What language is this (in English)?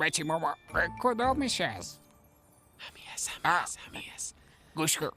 Persian